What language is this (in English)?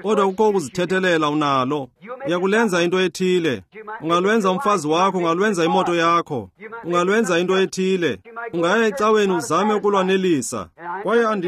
Xhosa